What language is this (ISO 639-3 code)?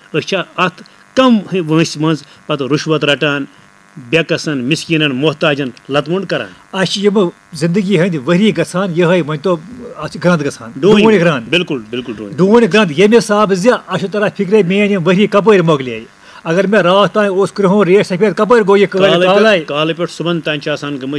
kas